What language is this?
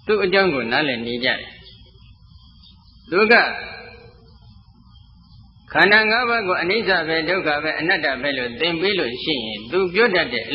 Burmese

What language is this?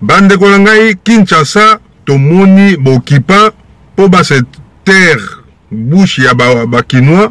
Lingala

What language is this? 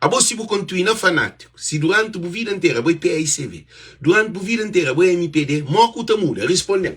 Kabuverdianu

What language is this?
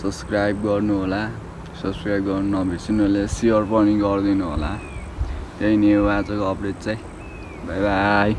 Nepali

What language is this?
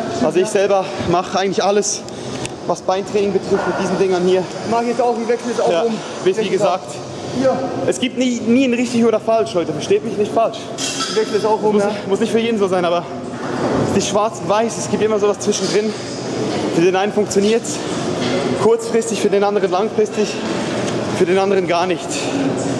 German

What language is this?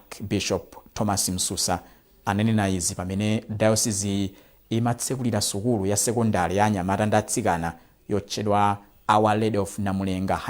Nyanja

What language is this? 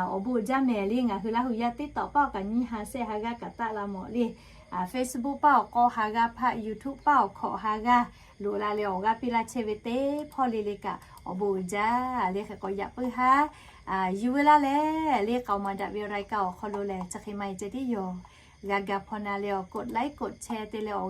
Lahu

